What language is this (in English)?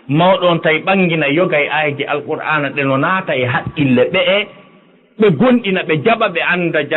Fula